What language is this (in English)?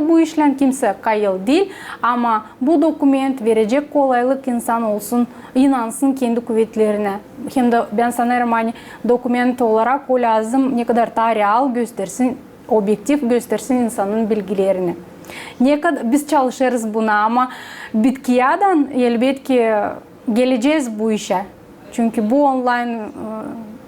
Gagauz